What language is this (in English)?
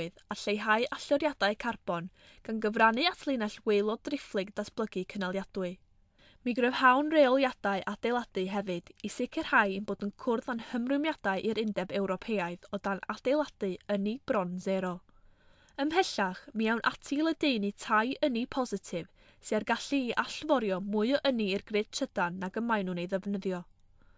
Welsh